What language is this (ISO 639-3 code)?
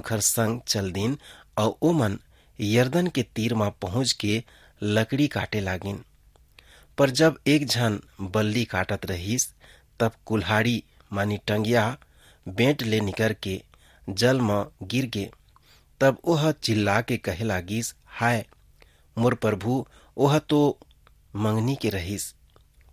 hne